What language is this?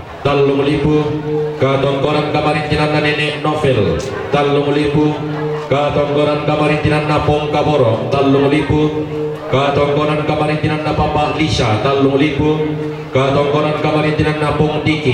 Toraja-Sa'dan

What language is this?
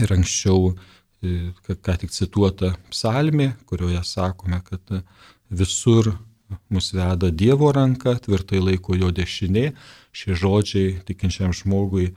Lithuanian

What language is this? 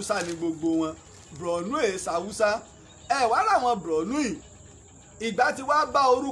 Yoruba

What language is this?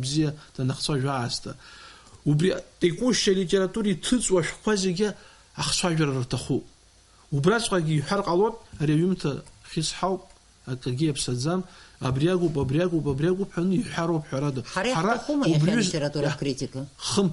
Abkhazian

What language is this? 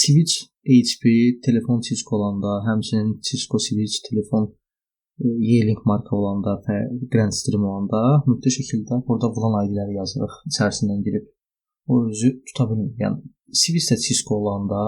Azerbaijani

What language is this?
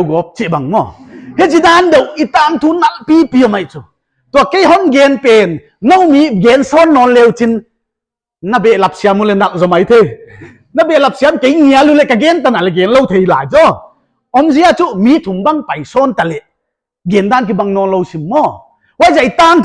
Paite Chin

